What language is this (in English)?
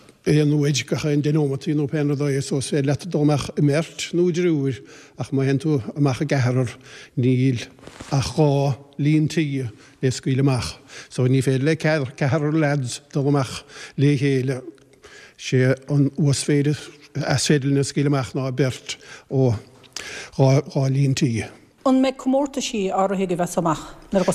Irish